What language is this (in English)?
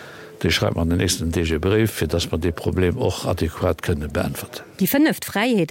Luxembourgish